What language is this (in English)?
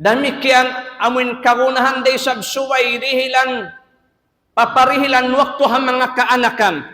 Tausug